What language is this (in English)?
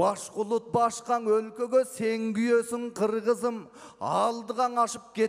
Kyrgyz